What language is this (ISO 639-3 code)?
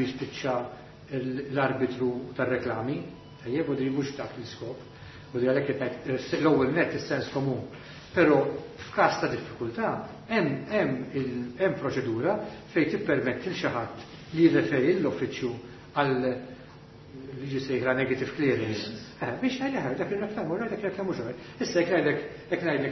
mlt